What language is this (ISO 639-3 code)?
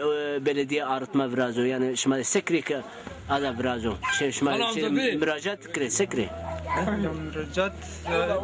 zza